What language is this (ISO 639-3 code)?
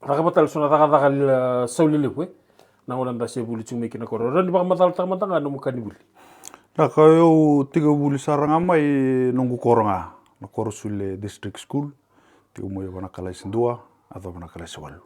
fij